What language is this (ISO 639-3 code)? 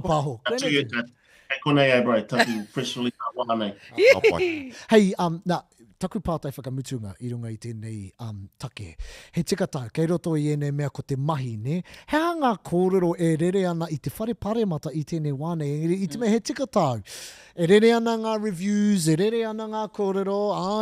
mri